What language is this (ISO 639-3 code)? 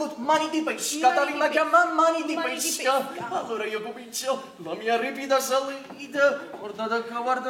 nap